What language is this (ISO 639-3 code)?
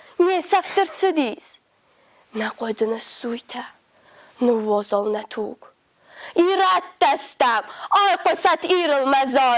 oss